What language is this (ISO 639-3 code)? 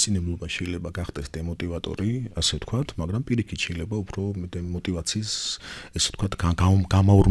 kat